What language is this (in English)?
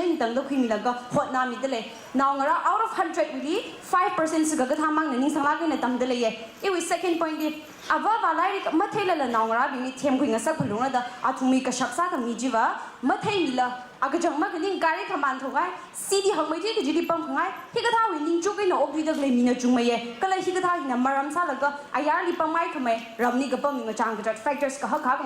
Tangkhul Naga (India)